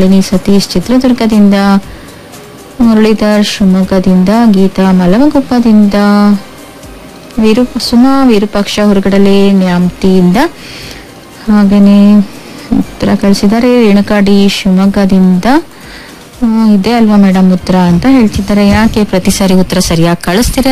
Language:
Kannada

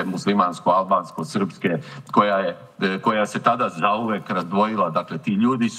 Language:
Serbian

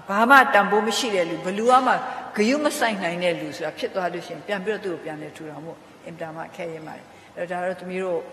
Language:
Burmese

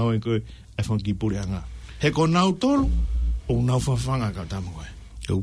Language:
Tongan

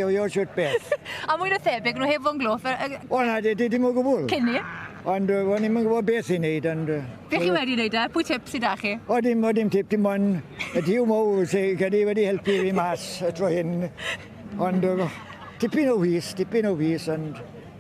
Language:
Welsh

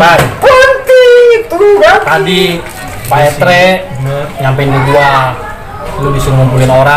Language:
Betawi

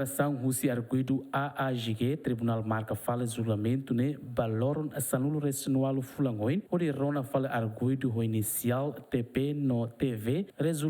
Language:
Tetum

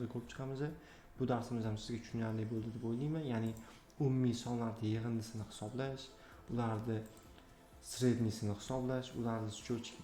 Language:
Uzbek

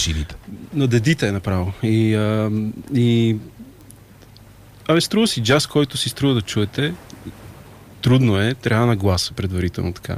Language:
Bulgarian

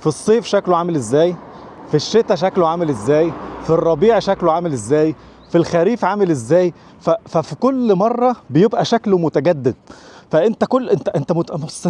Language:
Egyptian Arabic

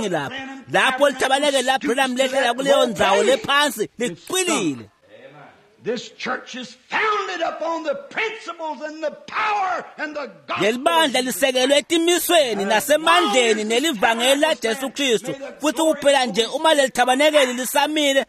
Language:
Swati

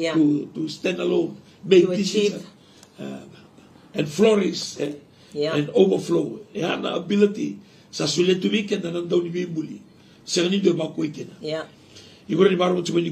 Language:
Fijian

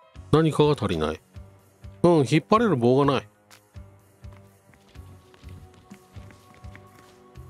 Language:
Japanese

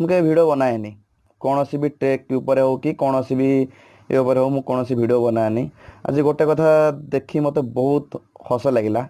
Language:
Odia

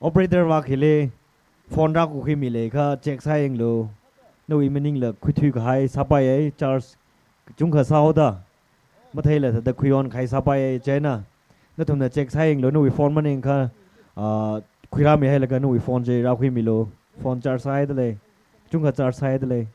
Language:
Tangkhul Naga (India)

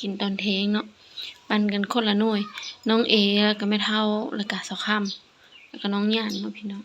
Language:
Lao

